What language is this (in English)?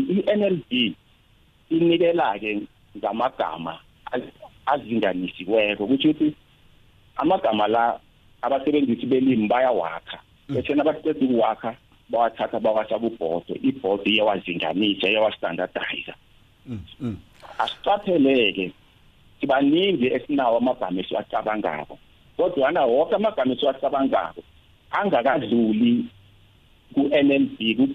South Ndebele